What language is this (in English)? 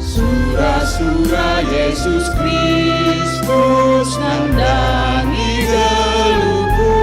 Batak Karo